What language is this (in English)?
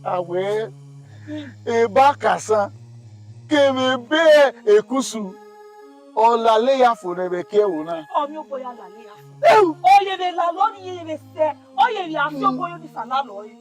Bini